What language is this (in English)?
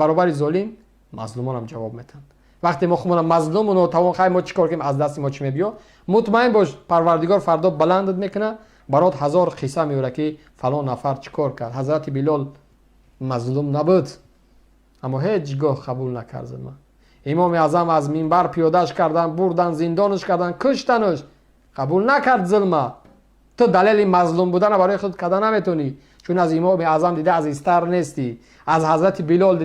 Tajik